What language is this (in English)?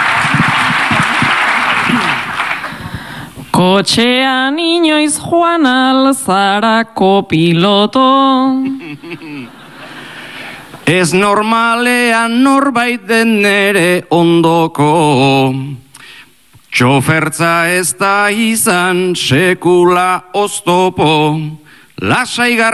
Basque